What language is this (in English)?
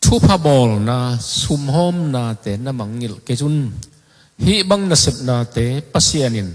Tedim Chin